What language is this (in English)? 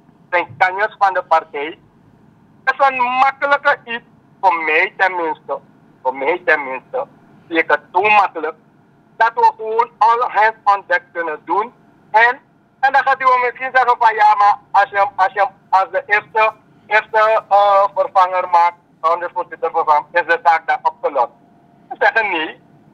Dutch